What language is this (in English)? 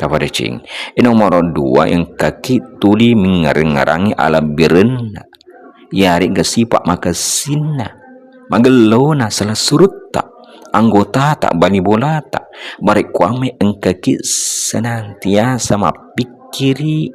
Buginese